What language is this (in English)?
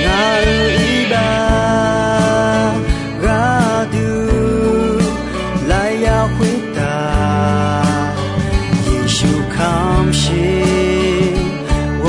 Akha